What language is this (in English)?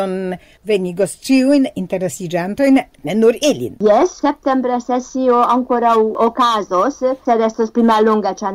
Esperanto